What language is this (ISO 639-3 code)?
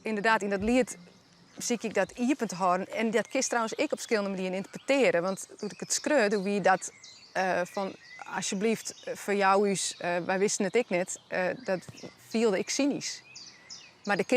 fry